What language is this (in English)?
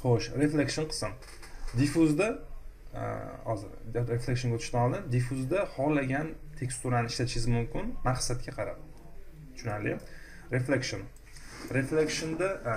Uzbek